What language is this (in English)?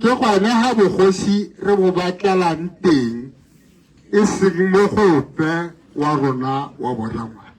Tswana